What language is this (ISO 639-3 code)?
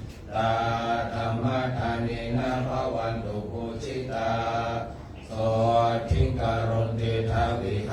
pli